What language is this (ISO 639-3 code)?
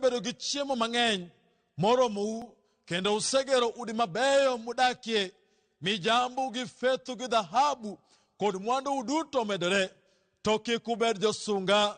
luo